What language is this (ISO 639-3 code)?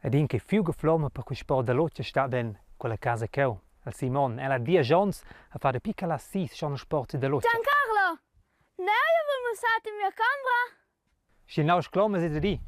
roh